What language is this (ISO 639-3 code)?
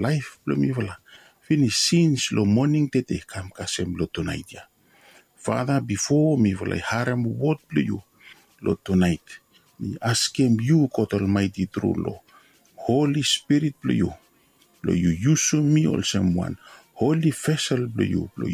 bis